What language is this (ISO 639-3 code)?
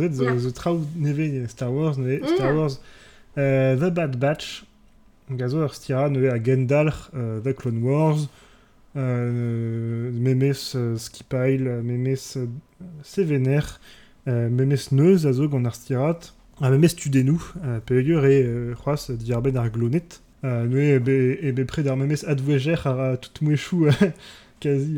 bre